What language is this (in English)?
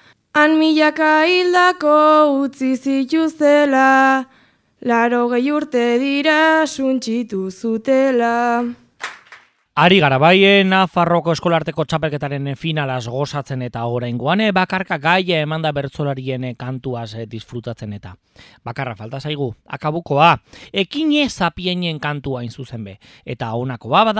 Basque